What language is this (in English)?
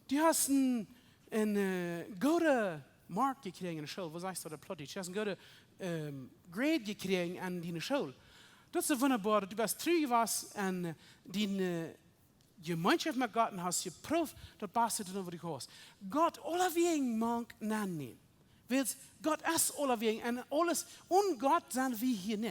Plautdietsch